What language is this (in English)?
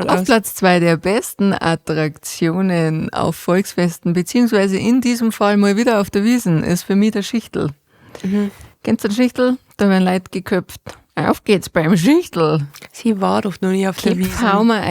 Bavarian